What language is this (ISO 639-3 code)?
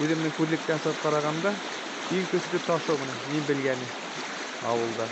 bak